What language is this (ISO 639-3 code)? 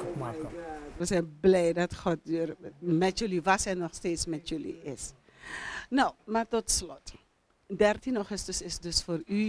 nld